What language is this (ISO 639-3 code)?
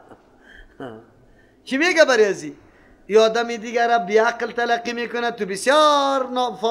fas